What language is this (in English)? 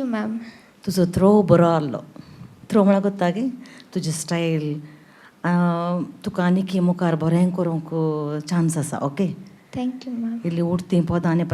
Konkani